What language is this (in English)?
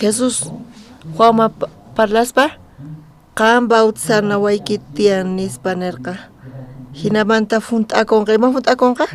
South Bolivian Quechua